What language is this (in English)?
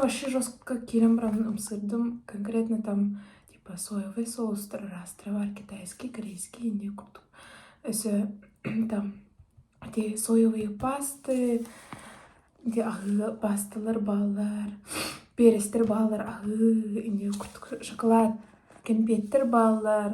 Yakut